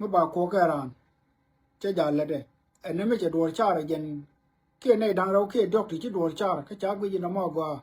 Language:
Nuer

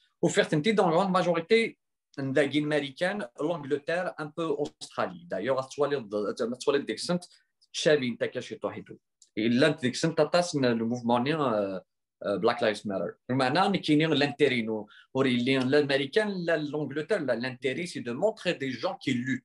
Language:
Kabyle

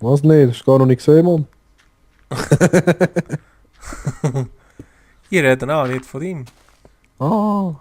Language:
Swiss German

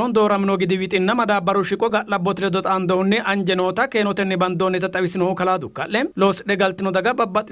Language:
Sidamo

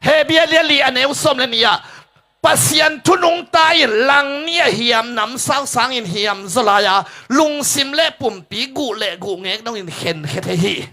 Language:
Tedim Chin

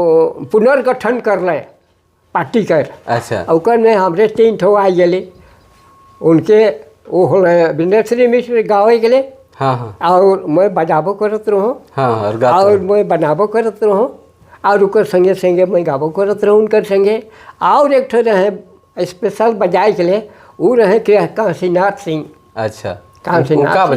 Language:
Sadri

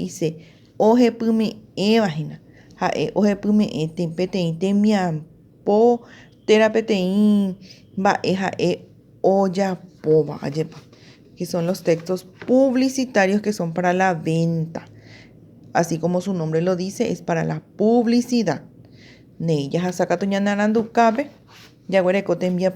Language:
Guarani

